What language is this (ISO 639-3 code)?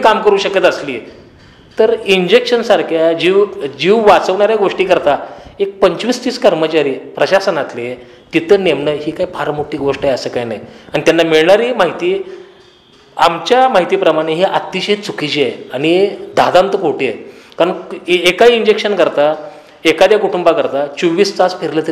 mar